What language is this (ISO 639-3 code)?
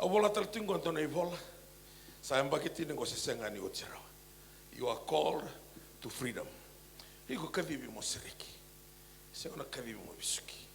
fij